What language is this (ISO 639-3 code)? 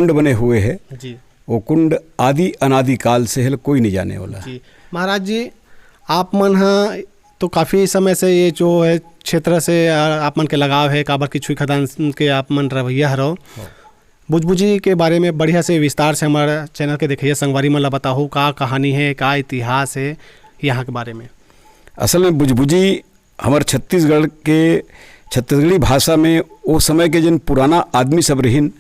hne